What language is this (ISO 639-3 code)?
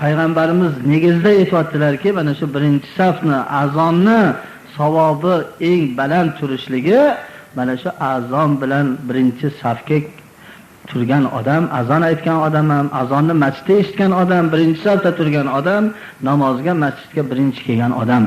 uzb